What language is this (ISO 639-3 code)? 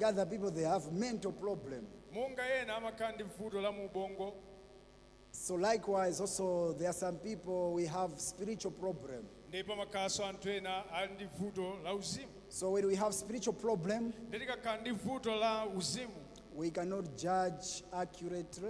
nya